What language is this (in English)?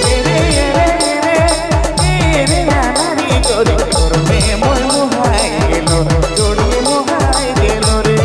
Sadri